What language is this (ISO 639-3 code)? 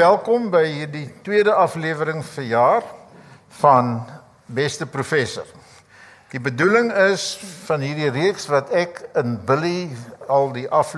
afr